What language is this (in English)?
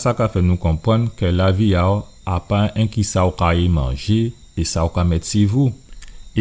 Guadeloupean Creole French